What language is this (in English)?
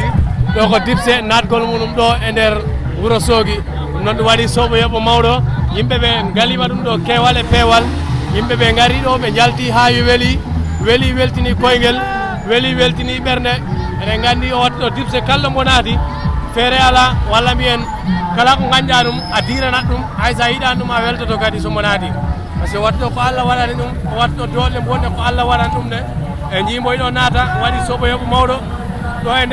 Fula